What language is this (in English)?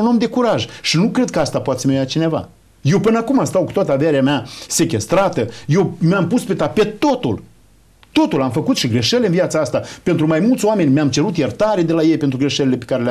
Romanian